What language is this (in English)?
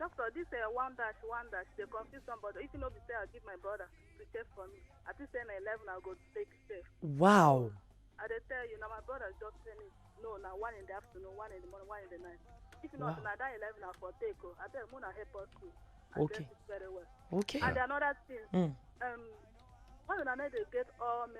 Nigerian Pidgin